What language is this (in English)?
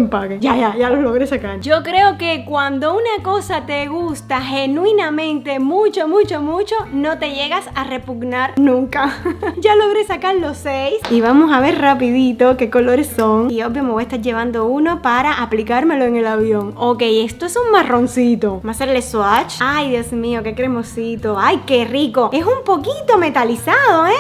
Spanish